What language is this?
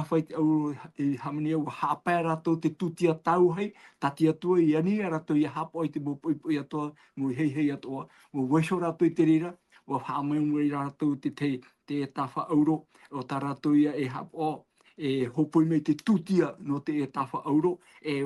Tahitian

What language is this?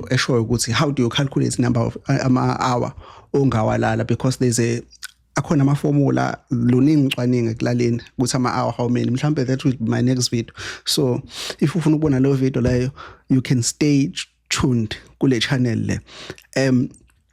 Zulu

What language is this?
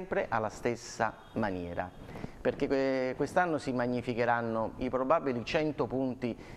Italian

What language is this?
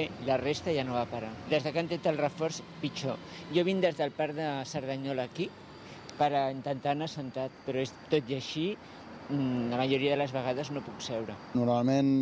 Catalan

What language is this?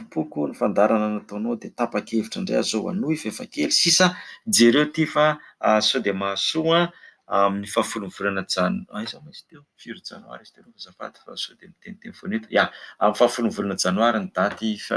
Malagasy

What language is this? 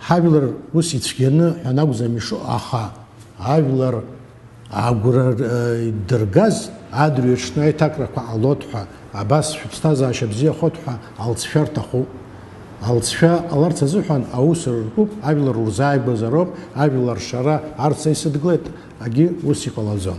Abkhazian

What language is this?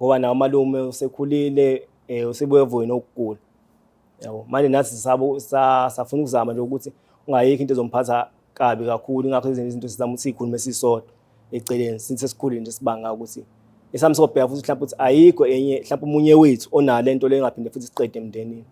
Zulu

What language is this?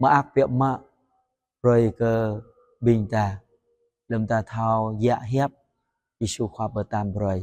Jarai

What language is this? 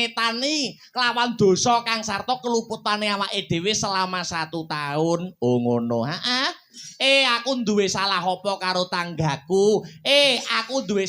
Javanese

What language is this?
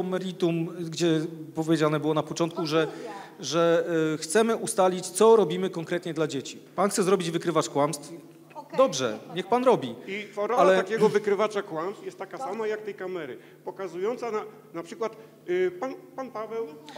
Polish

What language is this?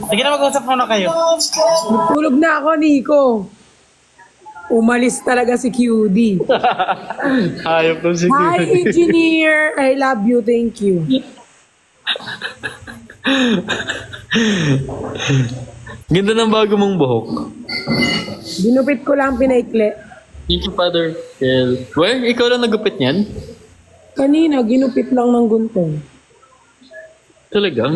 Filipino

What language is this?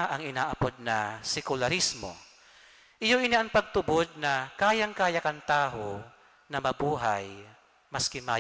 Bikol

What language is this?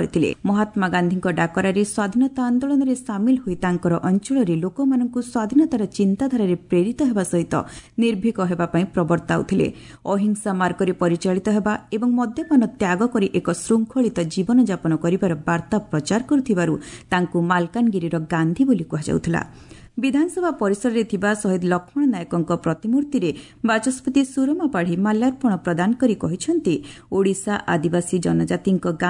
Odia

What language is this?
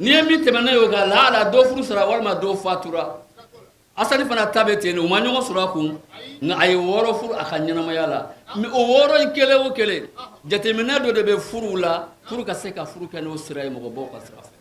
Bambara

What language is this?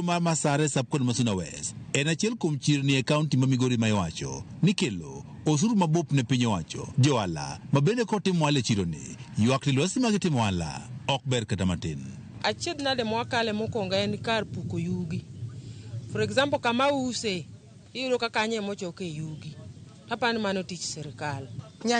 Luo (Kenya and Tanzania)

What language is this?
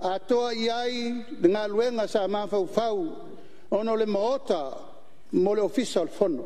Samoan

